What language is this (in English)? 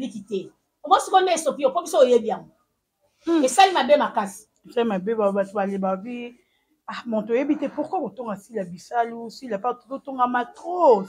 Lingala